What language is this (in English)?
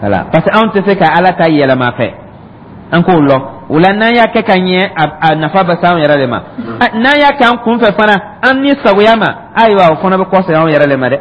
Dyula